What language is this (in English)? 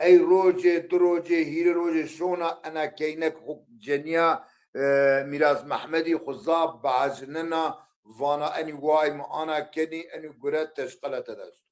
Zaza